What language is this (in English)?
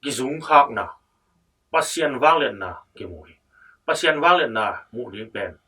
Tedim Chin